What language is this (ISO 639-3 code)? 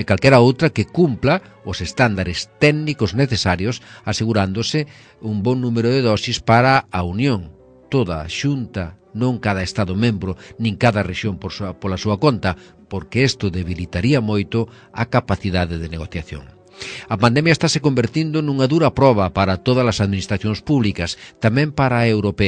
glg